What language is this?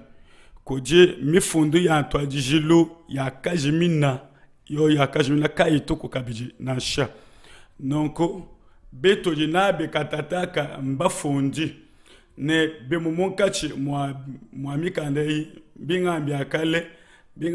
Luba-Lulua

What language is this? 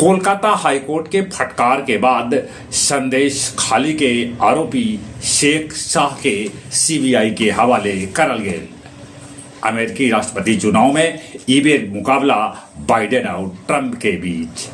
Magahi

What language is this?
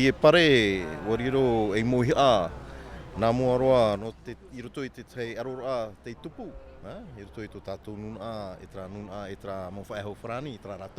Tahitian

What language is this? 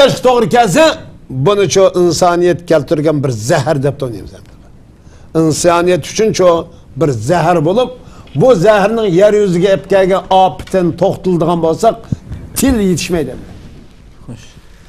Uyghur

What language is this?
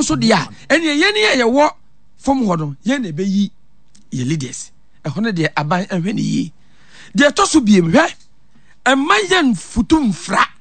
Akan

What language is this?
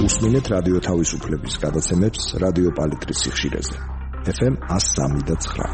Georgian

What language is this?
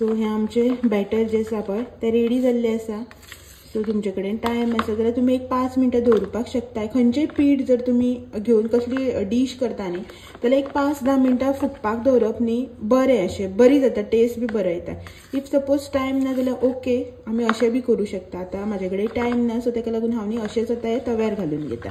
Konkani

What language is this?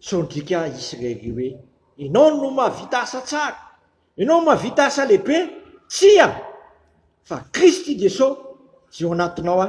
Malagasy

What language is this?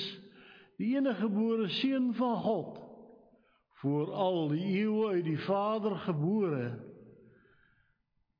Afrikaans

